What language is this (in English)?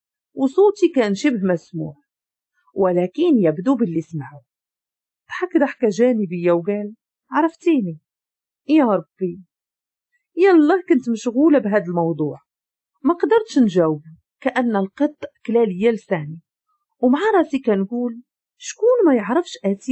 Moroccan Arabic